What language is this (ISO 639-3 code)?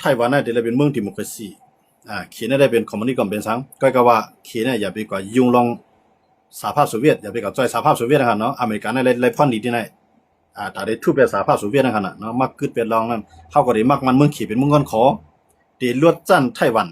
shn